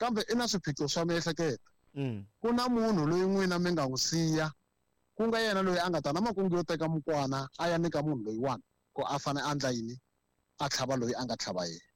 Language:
Tsonga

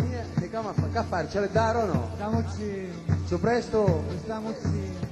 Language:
Sicilian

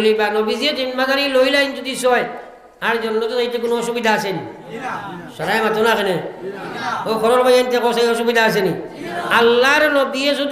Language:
Sylheti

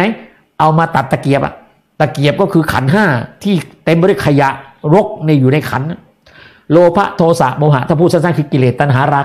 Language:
Thai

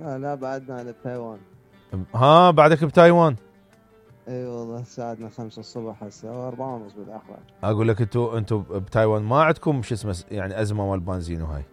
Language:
Mesopotamian Arabic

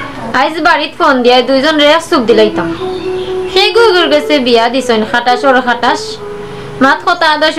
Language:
Sylheti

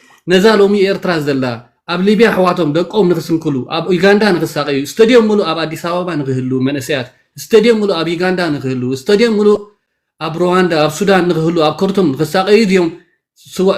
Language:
Tigrinya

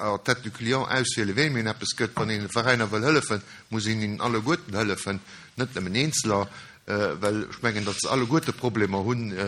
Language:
Luxembourgish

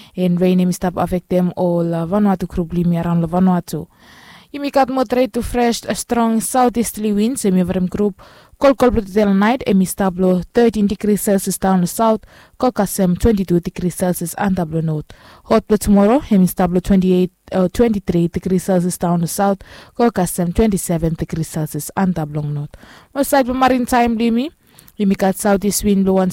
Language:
Bislama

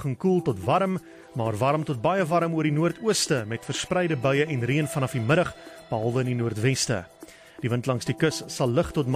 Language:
Afrikaans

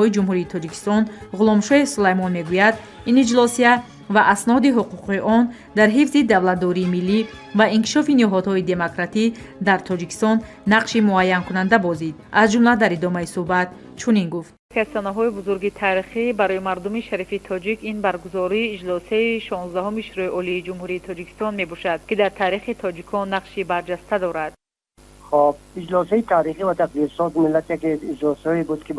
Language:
Tajik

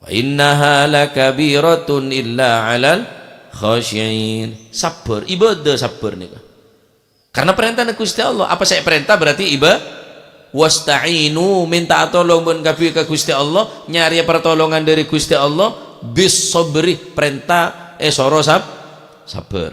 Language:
Madurese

